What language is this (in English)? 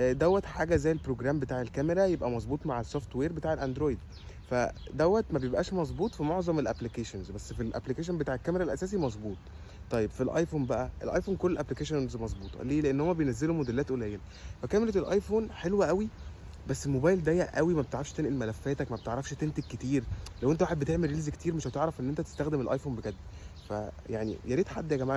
Egyptian Arabic